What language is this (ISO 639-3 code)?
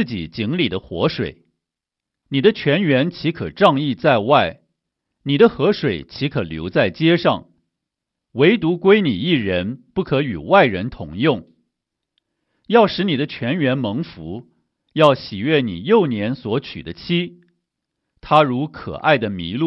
zho